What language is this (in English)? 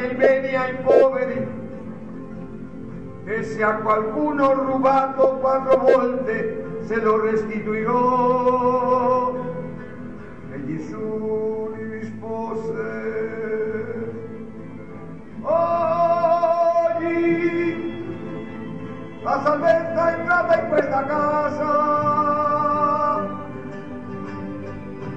Italian